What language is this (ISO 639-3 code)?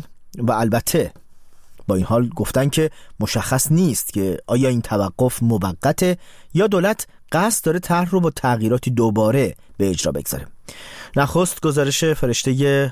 fas